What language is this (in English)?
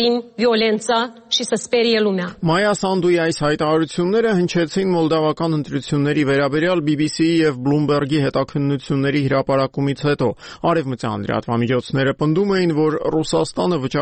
Armenian